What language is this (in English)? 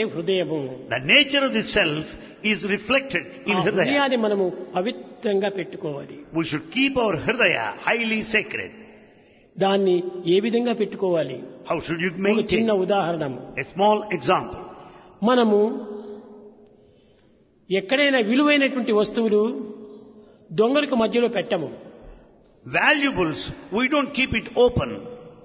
Telugu